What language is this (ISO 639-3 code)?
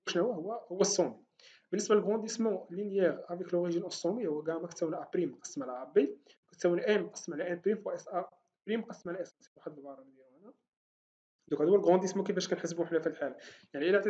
ary